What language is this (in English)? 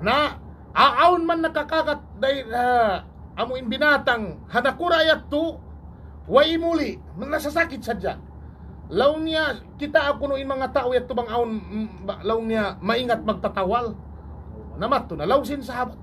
Tausug